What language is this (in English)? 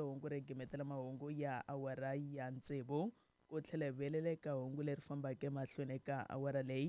Tsonga